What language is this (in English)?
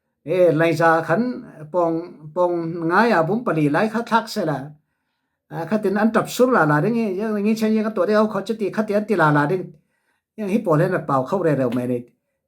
Falam Chin